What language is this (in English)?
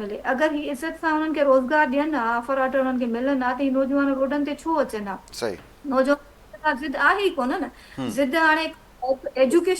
Sindhi